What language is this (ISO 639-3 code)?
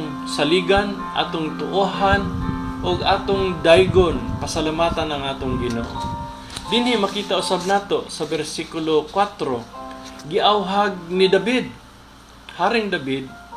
ceb